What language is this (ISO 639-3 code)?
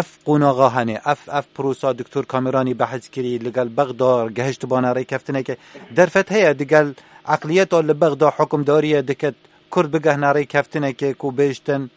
kur